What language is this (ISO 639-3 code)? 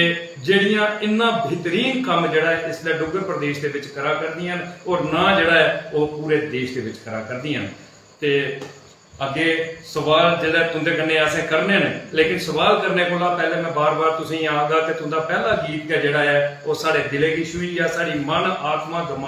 doi